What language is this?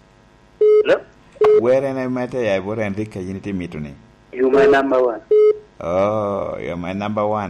Lango (Uganda)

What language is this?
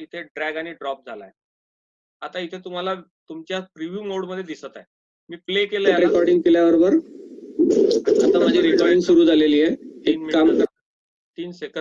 Marathi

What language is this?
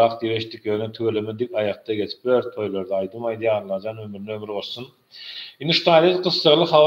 Turkmen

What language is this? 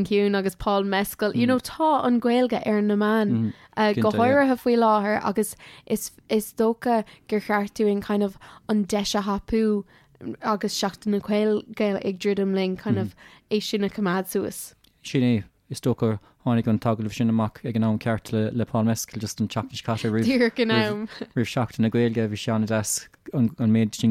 Irish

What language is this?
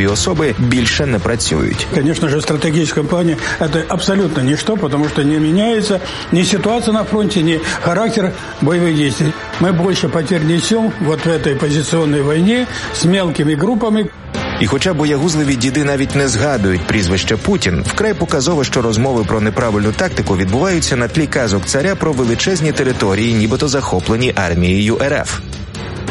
Ukrainian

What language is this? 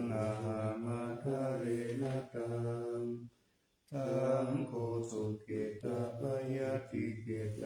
Pali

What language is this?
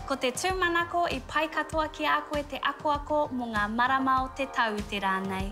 Māori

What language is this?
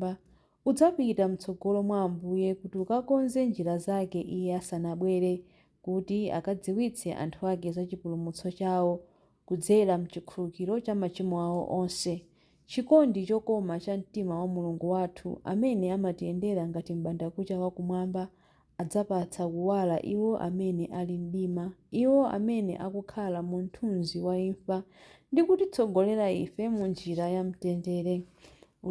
Nyanja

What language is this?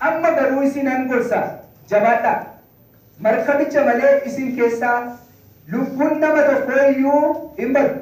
Oromo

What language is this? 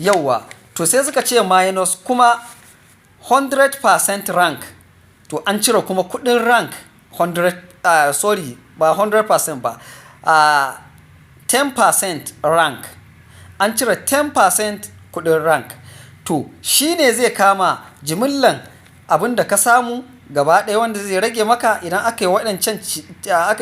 Hausa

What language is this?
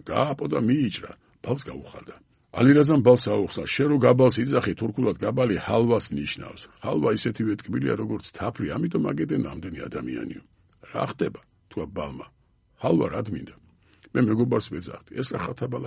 Georgian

